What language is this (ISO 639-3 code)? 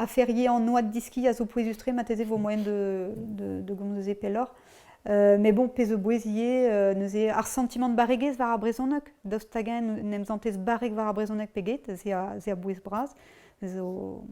bre